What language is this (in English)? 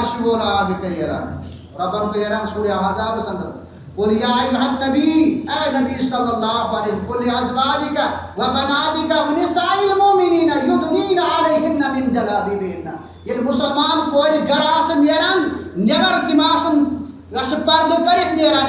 Kashmiri